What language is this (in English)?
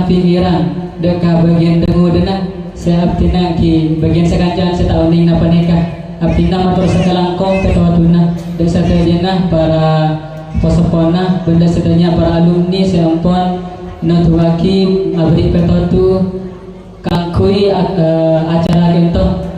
Madurese